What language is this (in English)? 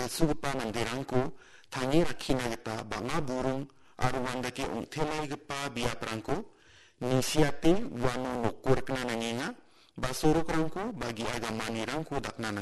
Garo